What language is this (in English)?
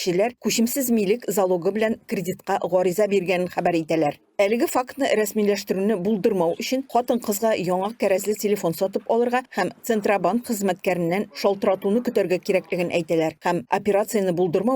Tatar